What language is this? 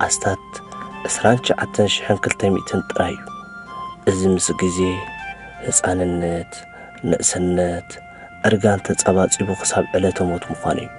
Tigrinya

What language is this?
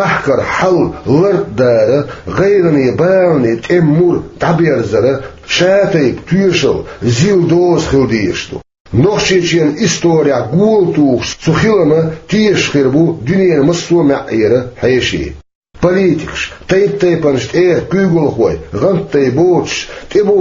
Chechen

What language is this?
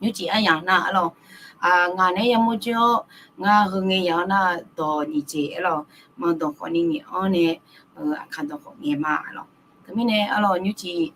Akha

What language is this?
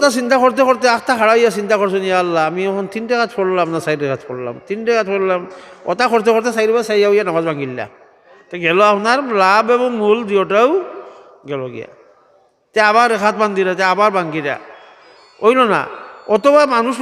Sylheti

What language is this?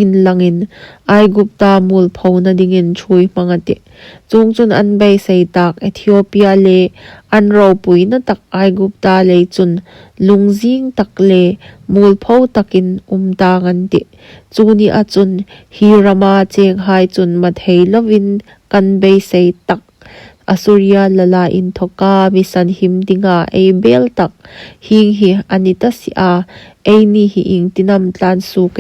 Hmar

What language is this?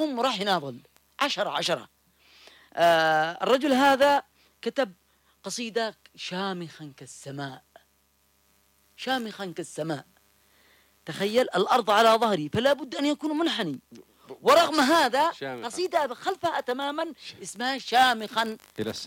Arabic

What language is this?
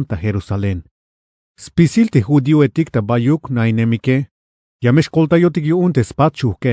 Tzeltal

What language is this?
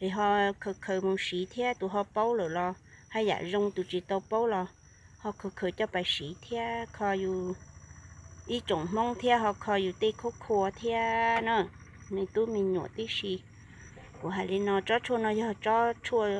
Hmong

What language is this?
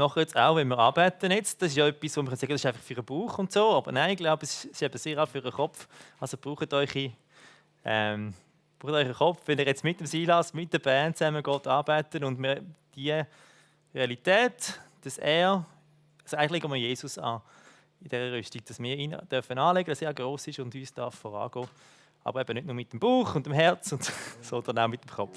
Swiss German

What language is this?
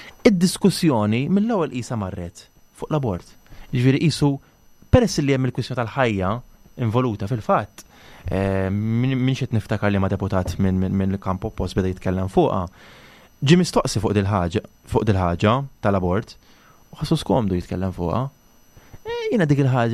Maltese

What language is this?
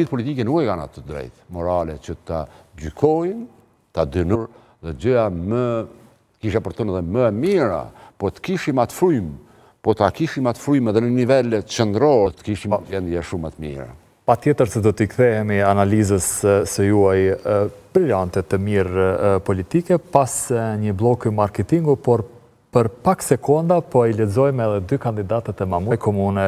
Albanian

